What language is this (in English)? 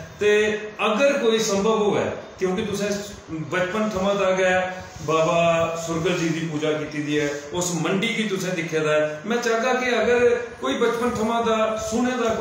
Dogri